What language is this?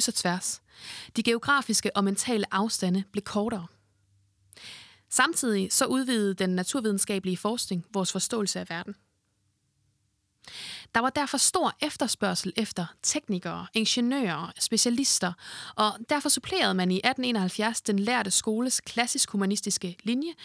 Danish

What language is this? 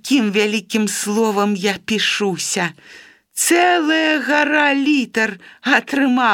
Belarusian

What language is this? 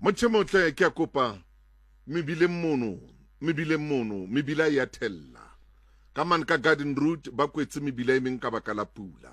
Southern Sotho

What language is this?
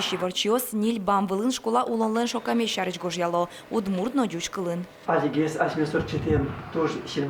Udmurt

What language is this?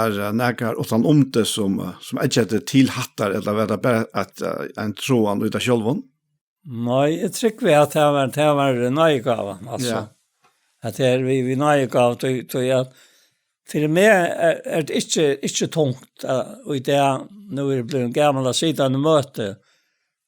Faroese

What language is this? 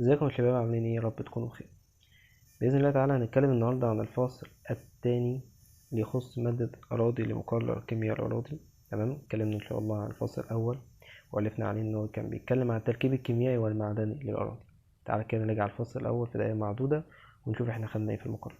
Egyptian Arabic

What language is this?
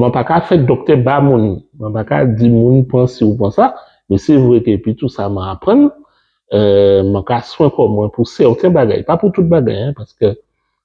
Guadeloupean Creole French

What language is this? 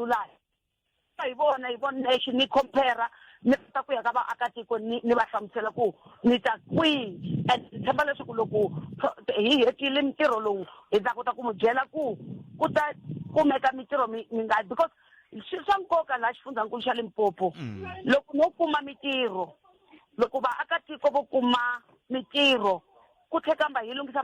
Tsonga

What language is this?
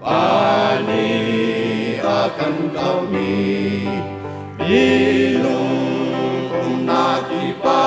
Hakha Chin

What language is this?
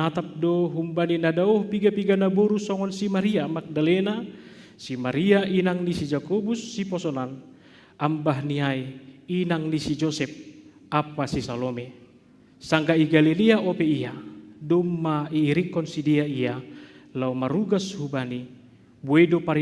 Batak Simalungun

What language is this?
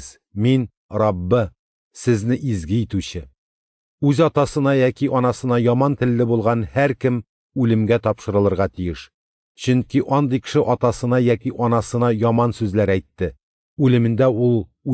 Tatar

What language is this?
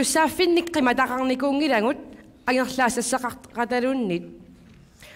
Kalaallisut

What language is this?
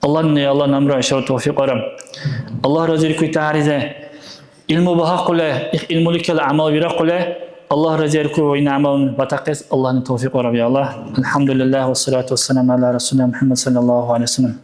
Dargwa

